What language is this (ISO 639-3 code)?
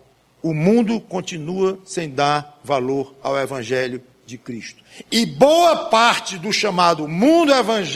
por